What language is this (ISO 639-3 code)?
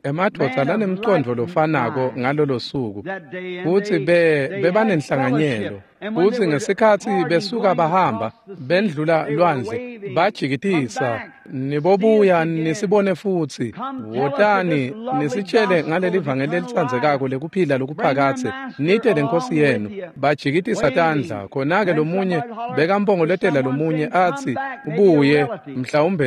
ssw